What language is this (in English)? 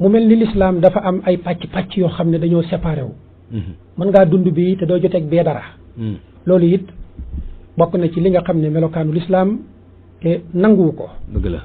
Wolof